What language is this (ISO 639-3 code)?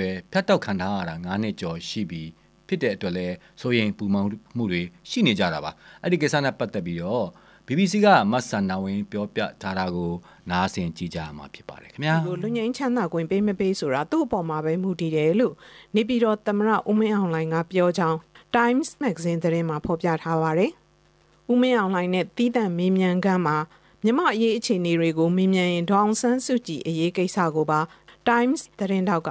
mya